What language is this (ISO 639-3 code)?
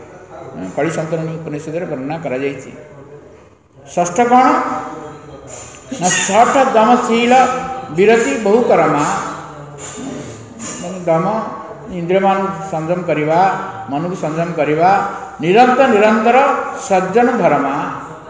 ori